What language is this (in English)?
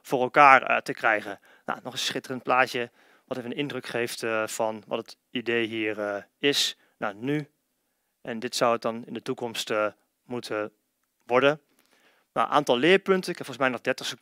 Dutch